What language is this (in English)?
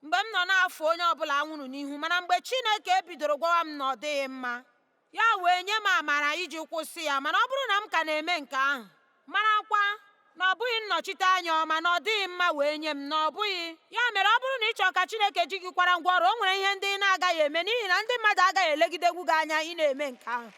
Igbo